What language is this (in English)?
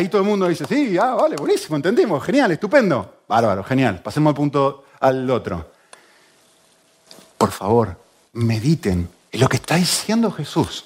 Spanish